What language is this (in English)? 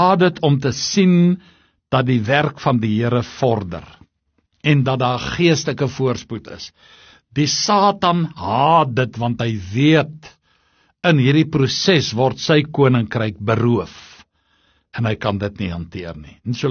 Afrikaans